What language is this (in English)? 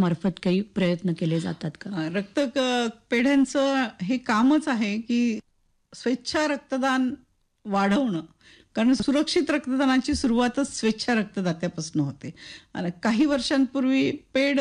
Marathi